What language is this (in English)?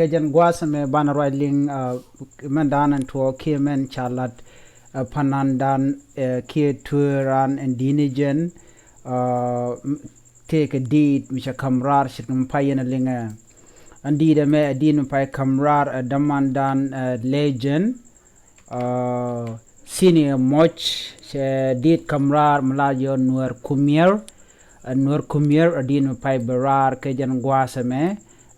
Nuer